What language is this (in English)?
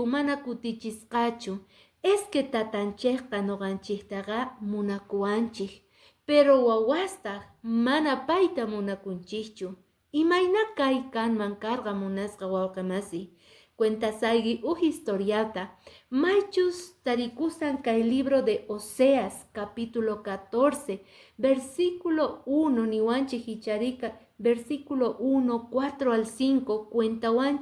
Quechua